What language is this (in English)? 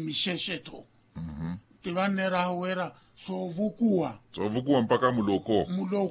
Makhuwa